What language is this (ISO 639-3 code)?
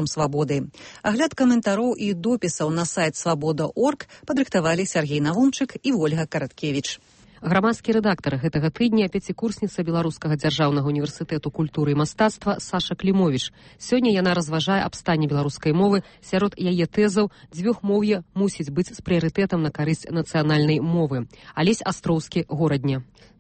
bel